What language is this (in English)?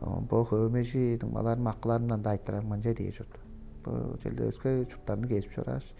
Tuvinian